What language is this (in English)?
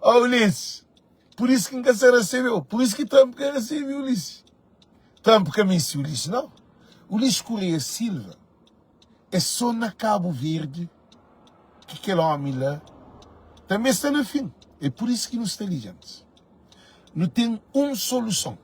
Kabuverdianu